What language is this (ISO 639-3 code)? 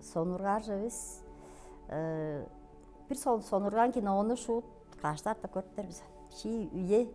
tyv